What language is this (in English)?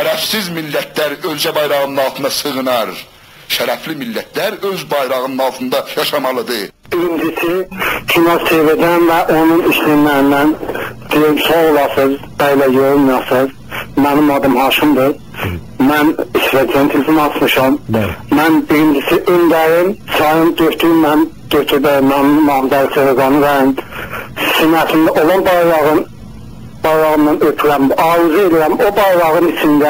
South Azerbaijani